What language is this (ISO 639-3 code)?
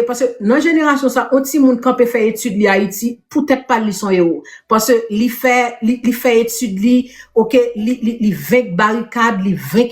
hat